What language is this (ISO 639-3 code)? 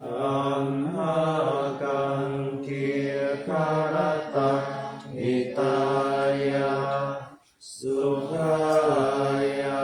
pli